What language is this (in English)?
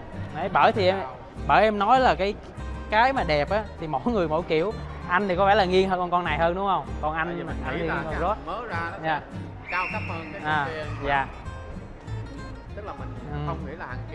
Vietnamese